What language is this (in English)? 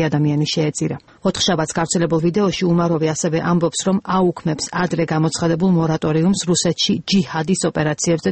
Georgian